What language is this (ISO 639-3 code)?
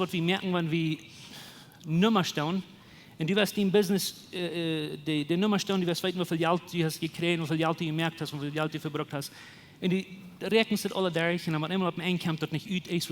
pdt